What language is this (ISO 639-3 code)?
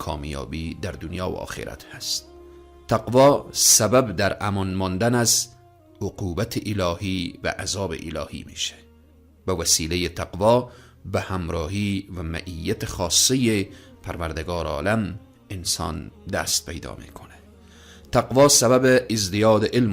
fas